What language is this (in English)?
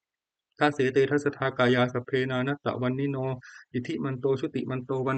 Pali